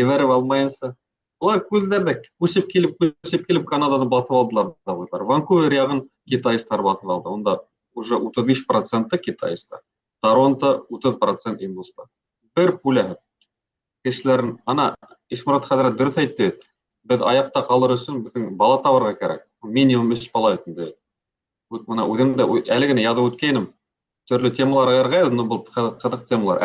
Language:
Bashkir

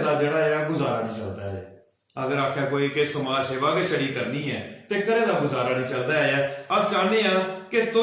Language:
Dogri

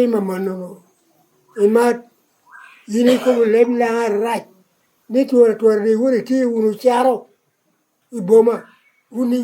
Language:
Lango (Uganda)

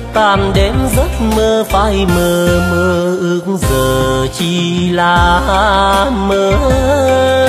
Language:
Vietnamese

